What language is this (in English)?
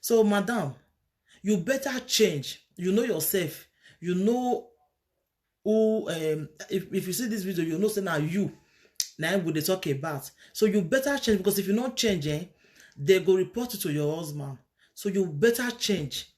Nigerian Pidgin